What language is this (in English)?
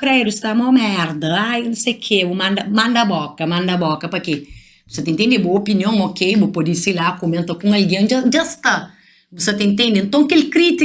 Kabuverdianu